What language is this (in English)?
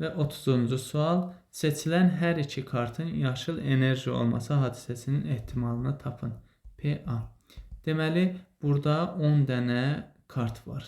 Azerbaijani